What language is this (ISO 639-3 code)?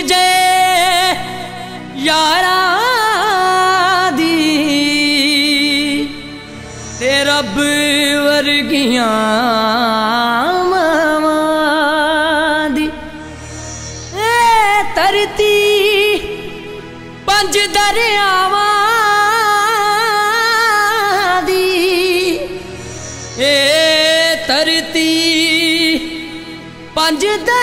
pan